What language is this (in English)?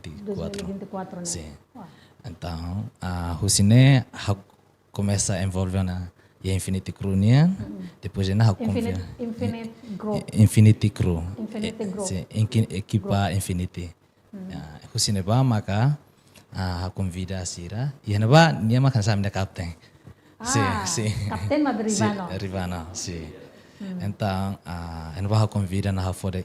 Tetum